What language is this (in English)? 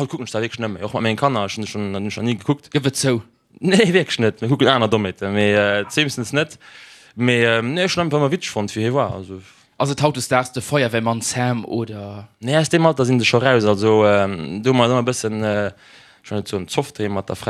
Luxembourgish